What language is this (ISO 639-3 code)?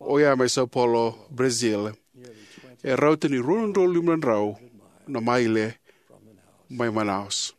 fij